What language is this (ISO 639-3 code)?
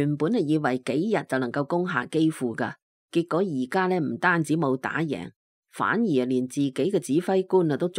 yue